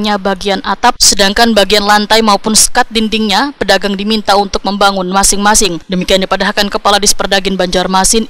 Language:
Banjar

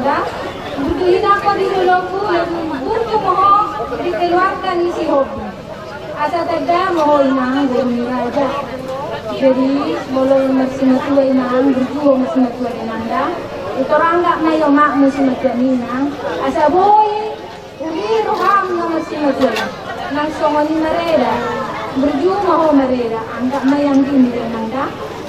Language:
Batak Toba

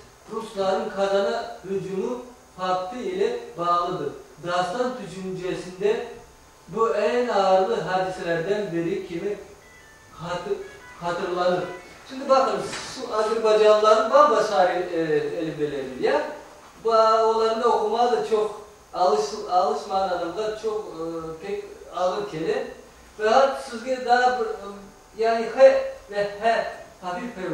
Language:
Crimean Tatar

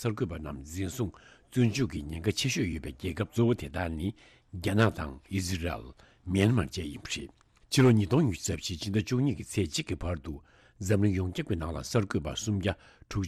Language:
Tibetan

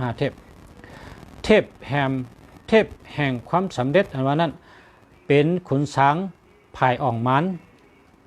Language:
Shan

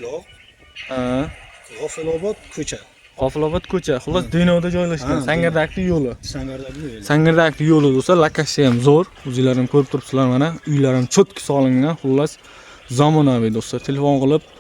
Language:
Uzbek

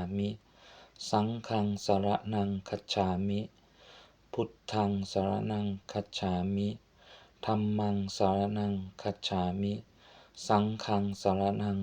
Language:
Pali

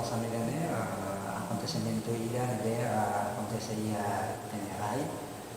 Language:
Tetum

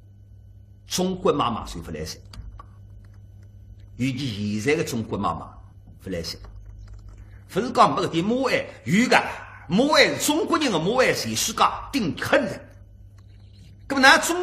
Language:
Wu Chinese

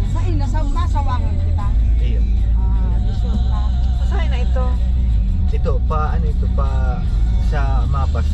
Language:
Bikol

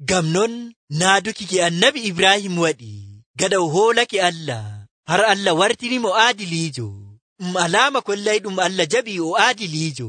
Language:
Nigerian Fulfulde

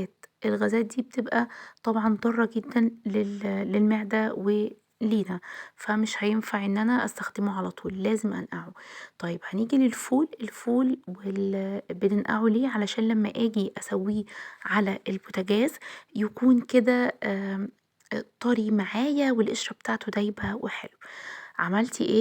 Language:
Egyptian Arabic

